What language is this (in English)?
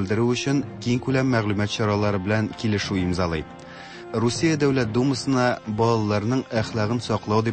Tatar